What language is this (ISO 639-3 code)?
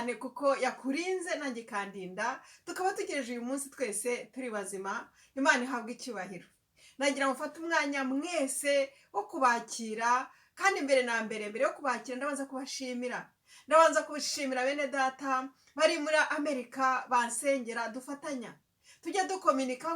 kin